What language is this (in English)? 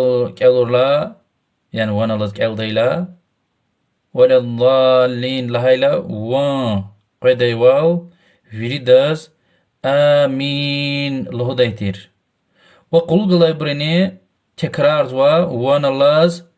Lezghian